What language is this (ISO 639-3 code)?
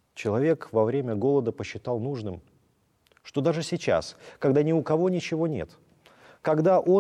rus